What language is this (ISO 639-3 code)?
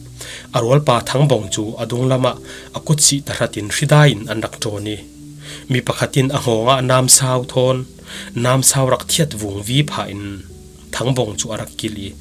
cfm